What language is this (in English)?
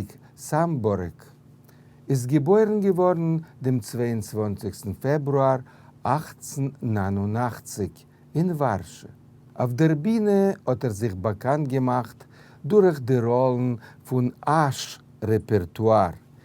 Yiddish